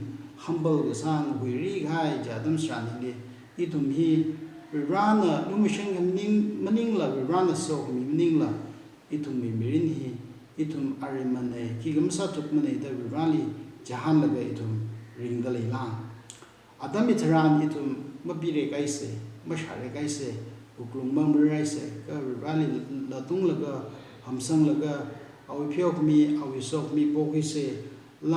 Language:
Tangkhul Naga (India)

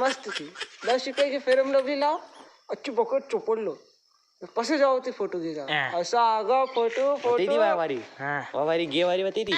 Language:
Rajasthani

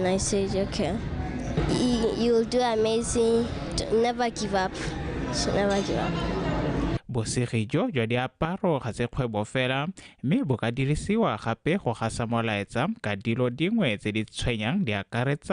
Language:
Tswana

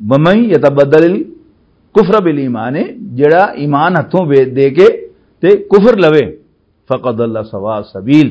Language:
Western Panjabi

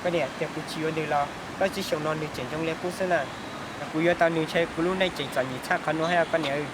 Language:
Hmong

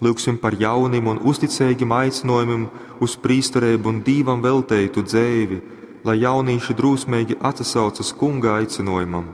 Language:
Latgalian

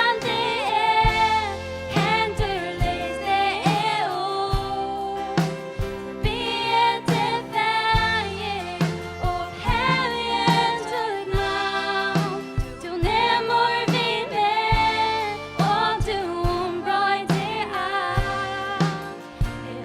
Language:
Faroese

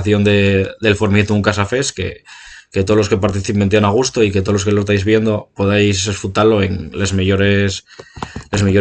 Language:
Asturian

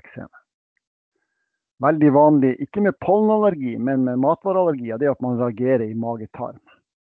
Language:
Norwegian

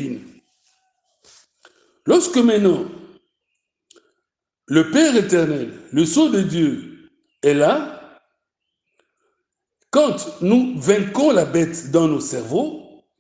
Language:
French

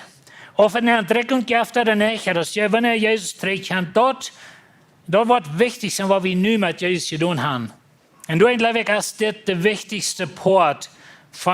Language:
Plautdietsch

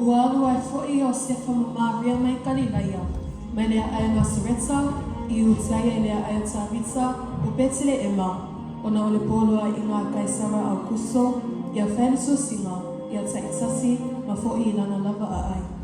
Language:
Samoan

